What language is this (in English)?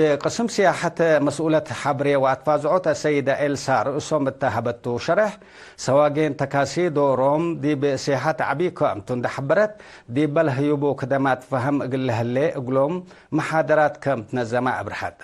Tigre